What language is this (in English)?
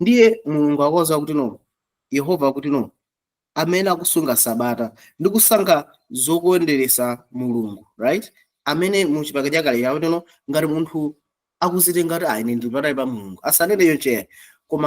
Nyanja